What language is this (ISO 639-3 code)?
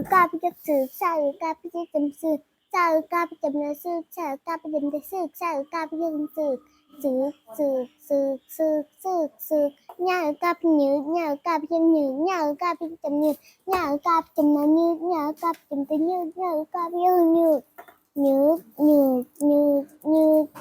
shn